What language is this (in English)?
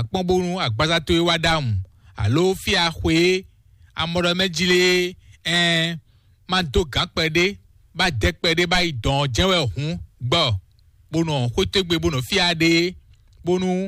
Fon